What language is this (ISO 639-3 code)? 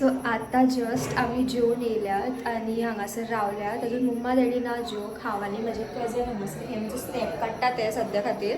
kok